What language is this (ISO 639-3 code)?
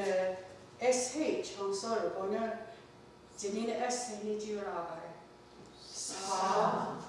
moh